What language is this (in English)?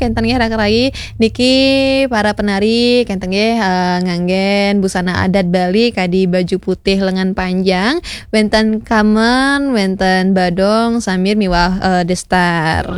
Balinese